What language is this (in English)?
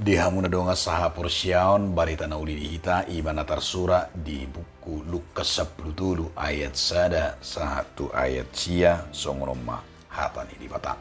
Batak Toba